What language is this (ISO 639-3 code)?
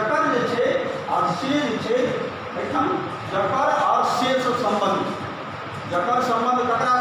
mai